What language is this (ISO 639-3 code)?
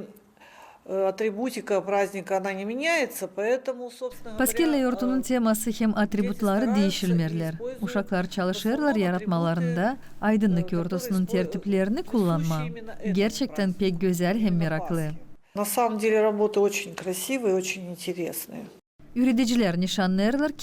gag